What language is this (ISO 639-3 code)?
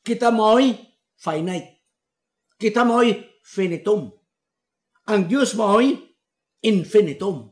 ceb